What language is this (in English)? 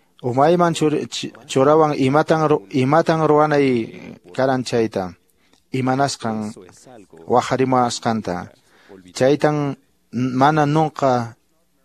Quechua